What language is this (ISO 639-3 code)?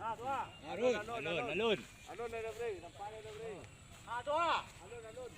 min